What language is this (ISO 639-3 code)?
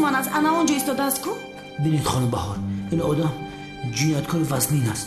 tgk